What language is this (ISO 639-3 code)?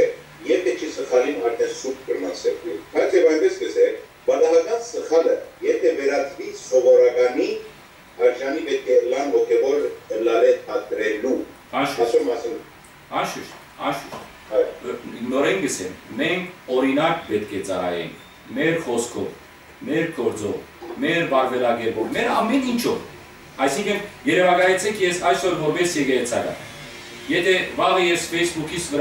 hyw